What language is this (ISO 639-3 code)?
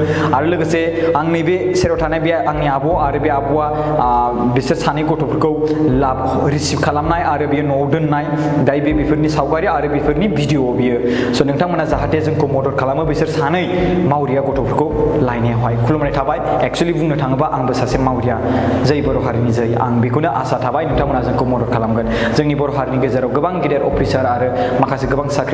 brx